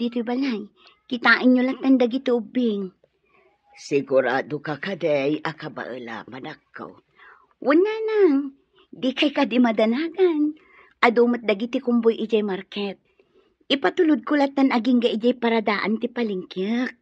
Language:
Iloko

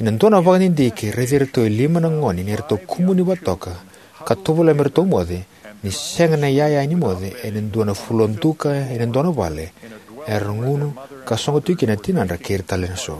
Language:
Fijian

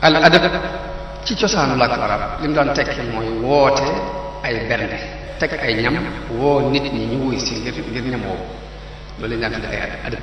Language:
Wolof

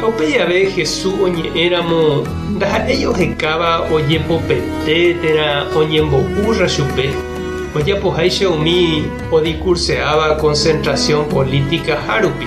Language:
Guarani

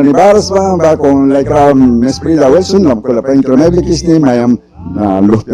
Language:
Mískito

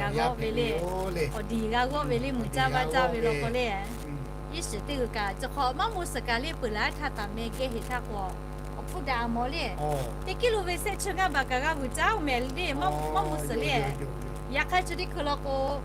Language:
Lahu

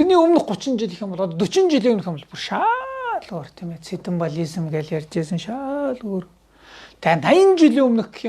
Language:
Mongolian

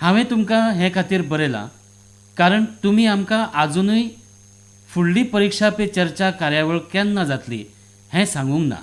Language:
Konkani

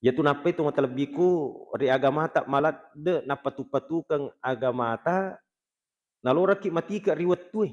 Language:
Buginese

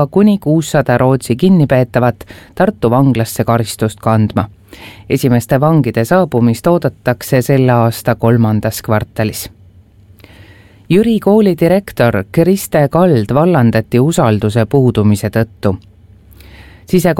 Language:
Estonian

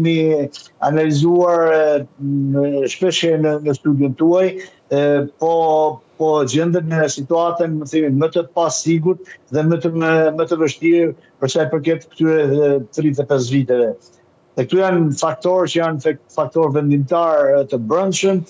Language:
Albanian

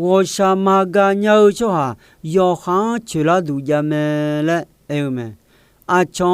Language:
Akha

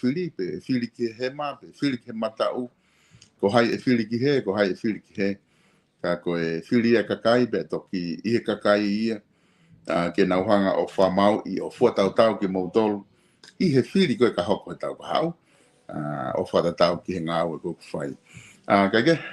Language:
Tongan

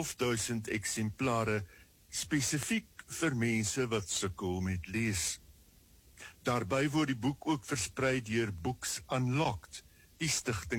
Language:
Afrikaans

